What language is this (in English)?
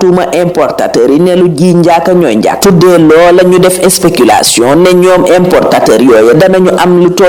Wolof